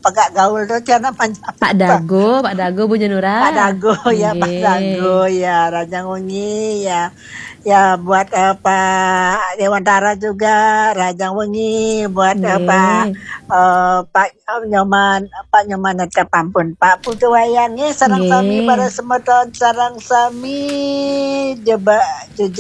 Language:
Balinese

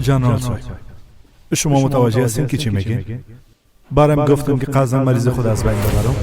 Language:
Persian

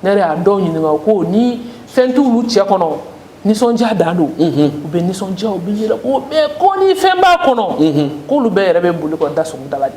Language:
Bambara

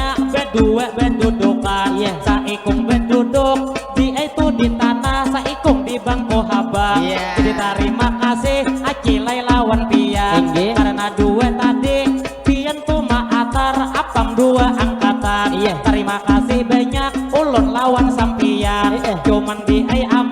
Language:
Banjar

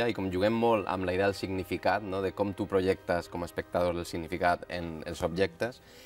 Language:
Catalan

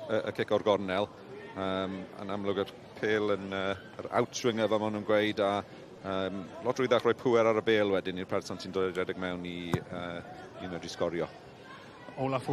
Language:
Welsh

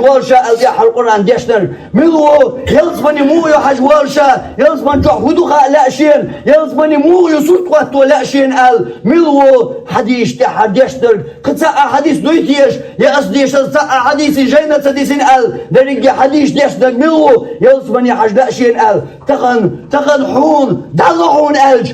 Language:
Chechen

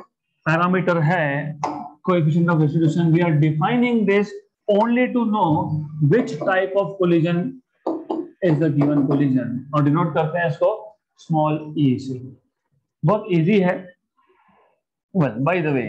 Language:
Hindi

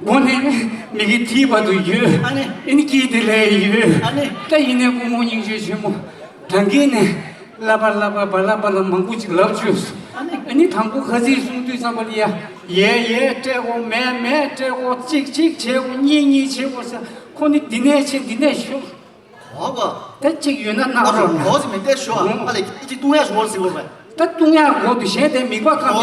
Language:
Tibetan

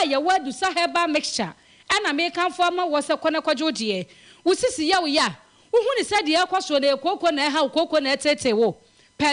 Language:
Akan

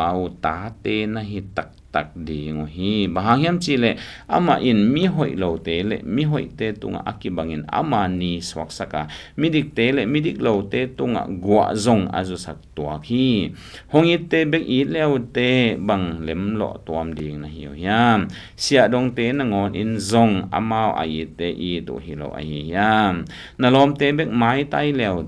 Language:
Tedim Chin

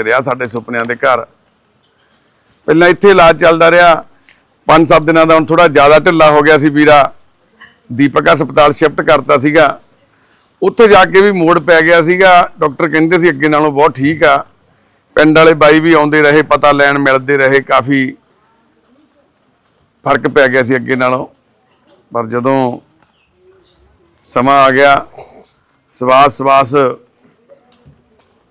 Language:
Punjabi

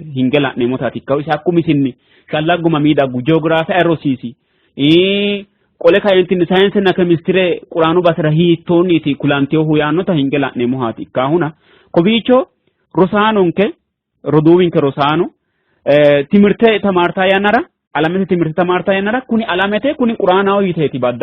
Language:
Sidamo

